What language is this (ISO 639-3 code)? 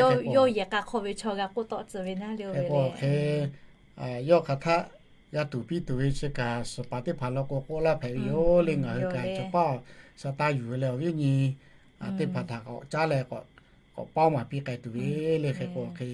lhu